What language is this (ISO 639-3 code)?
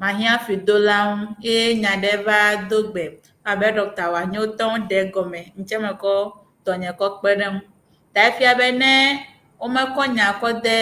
ewe